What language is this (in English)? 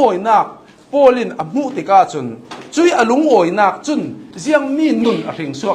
Hakha Chin